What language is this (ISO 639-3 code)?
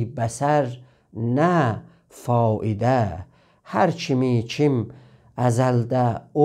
azb